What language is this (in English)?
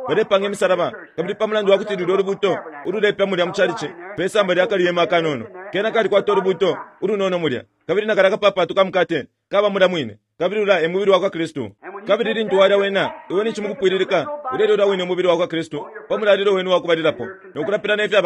Bemba